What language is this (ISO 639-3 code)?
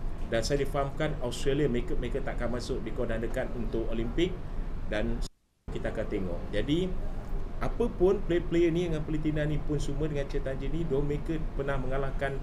msa